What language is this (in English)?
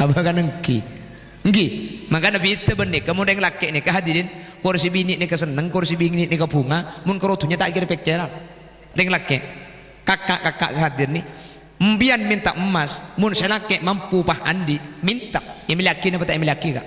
Madurese